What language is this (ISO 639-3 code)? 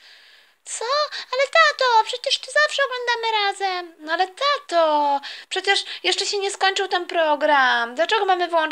pol